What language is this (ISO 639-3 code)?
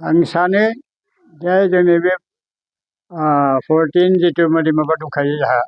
brx